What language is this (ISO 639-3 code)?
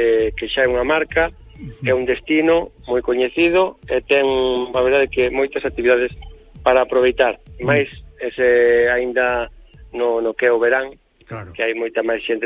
glg